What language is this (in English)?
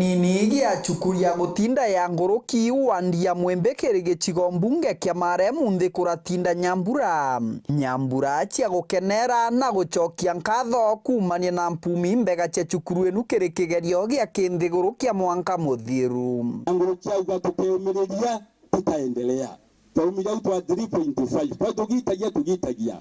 Meru